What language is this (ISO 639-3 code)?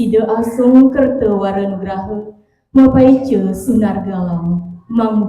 ban